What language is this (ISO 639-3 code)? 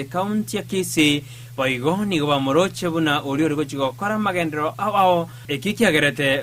guz